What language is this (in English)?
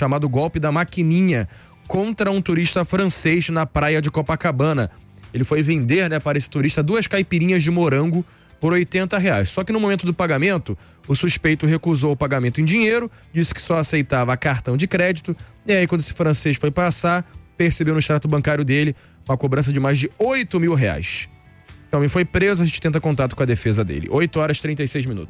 Portuguese